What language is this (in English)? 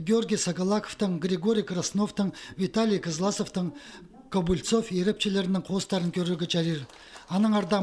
Khakas